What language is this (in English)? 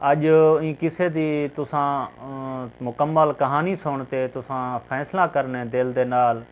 Saraiki